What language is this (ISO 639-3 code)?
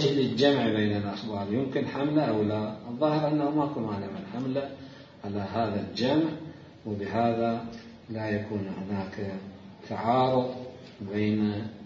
acm